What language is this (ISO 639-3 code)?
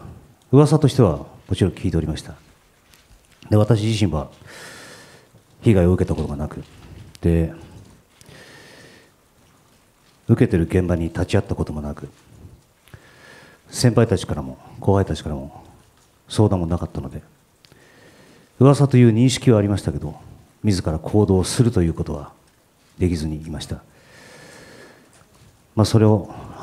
jpn